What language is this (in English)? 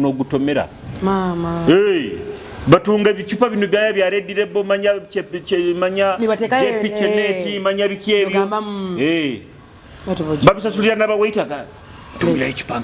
Nyoro